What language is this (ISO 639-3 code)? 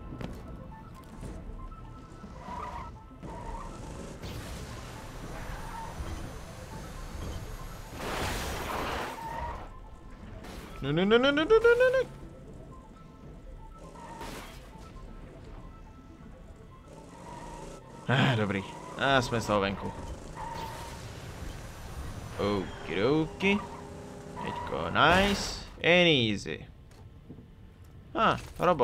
ces